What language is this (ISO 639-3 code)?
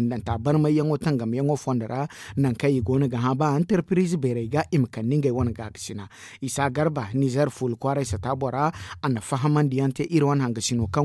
dje